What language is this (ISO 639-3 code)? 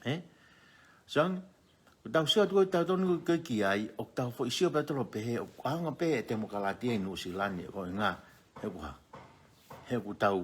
ton